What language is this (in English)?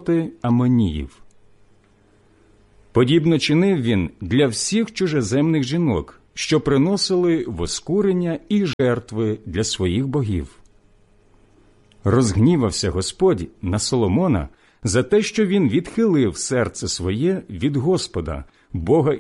Ukrainian